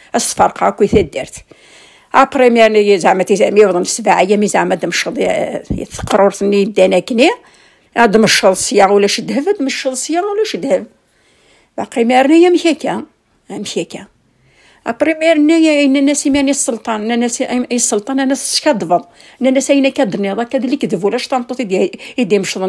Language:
Kabyle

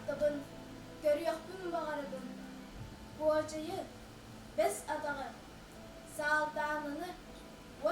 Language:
Yakut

